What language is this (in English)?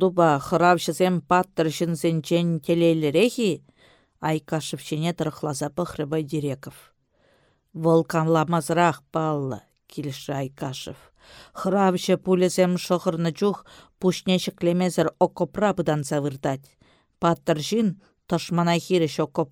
Chuvash